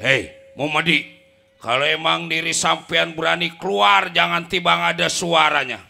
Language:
Betawi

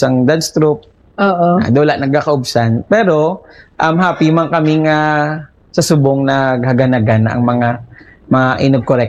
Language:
Hiligaynon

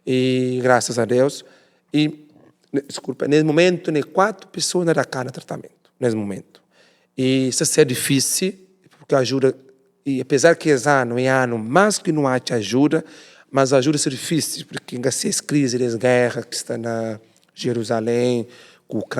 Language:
Kabuverdianu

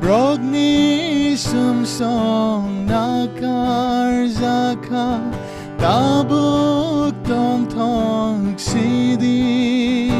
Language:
Kok Borok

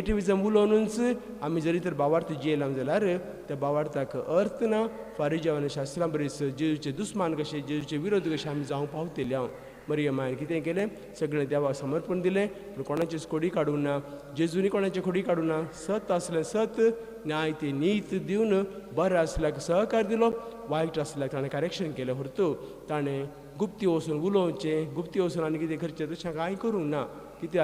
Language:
Konkani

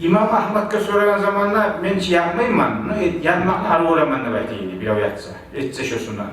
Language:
Kumyk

